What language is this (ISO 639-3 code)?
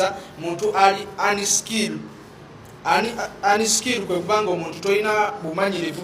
lug